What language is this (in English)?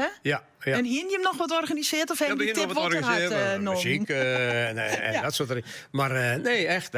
Western Frisian